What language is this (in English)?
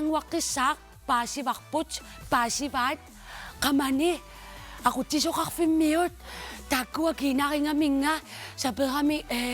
Kalaallisut